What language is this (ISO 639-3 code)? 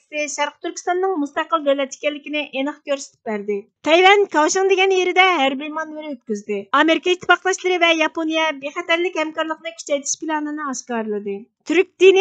uig